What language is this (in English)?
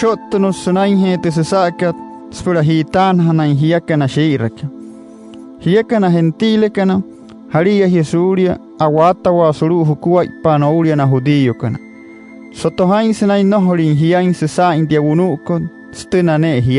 Wayuu